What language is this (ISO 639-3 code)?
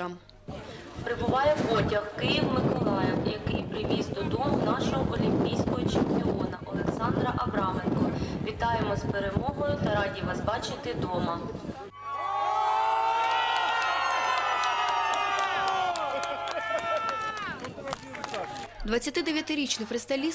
ukr